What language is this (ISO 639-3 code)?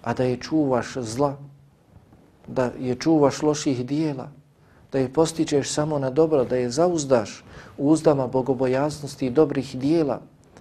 bos